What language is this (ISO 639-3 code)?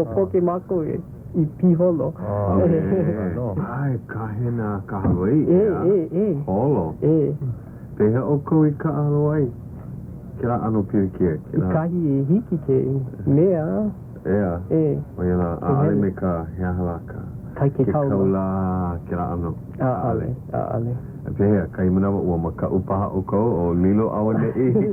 haw